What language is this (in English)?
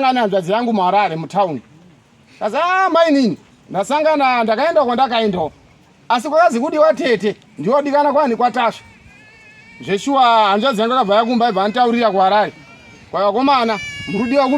Shona